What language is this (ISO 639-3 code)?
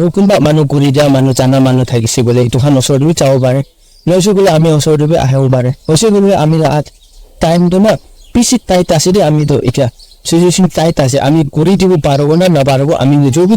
nag